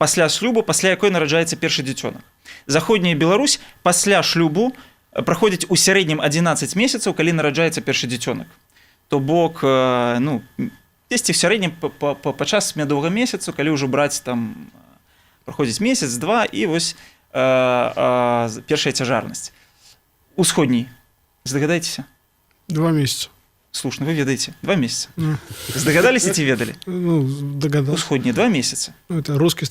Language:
Belarusian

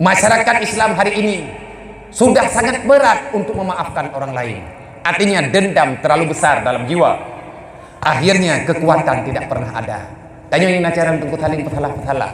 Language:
Achinese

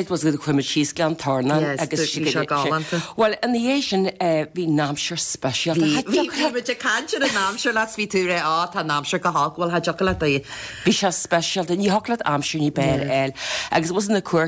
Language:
Irish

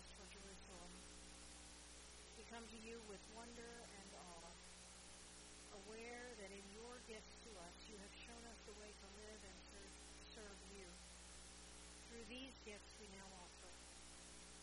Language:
English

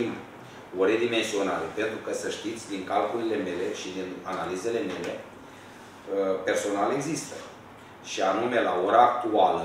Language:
Romanian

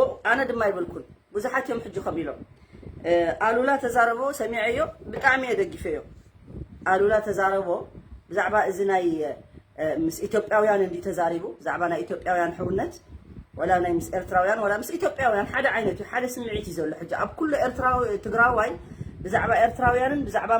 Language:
Tigrinya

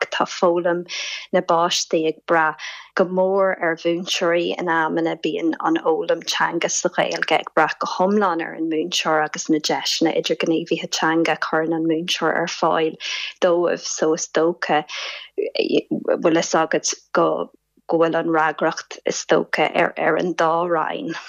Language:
Irish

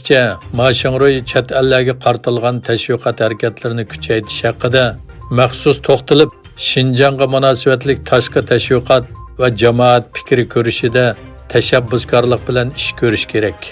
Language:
Uyghur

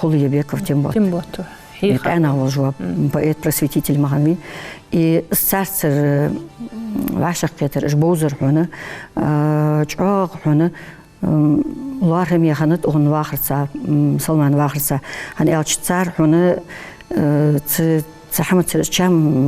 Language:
Ingush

